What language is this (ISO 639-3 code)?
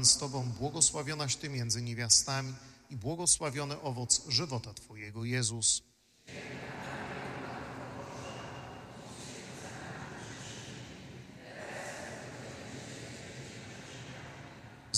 pol